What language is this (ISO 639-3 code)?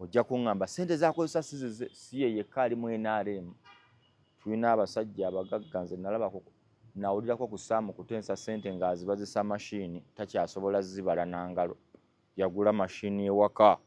lug